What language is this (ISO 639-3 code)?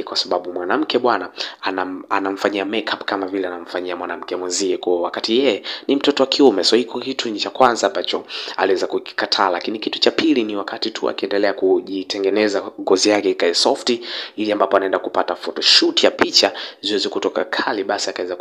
swa